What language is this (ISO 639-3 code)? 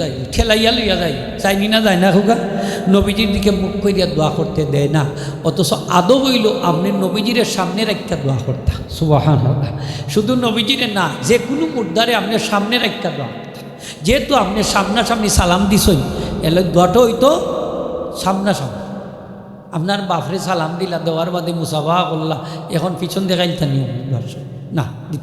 syl